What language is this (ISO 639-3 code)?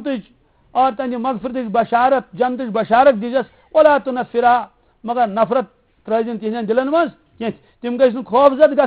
kas